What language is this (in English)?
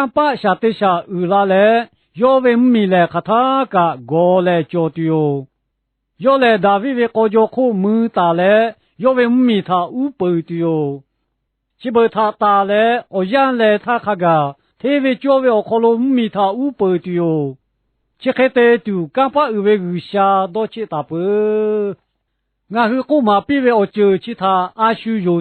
Lahu